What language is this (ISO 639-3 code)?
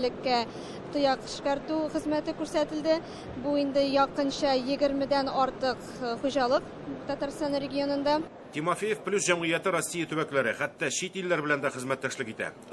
tat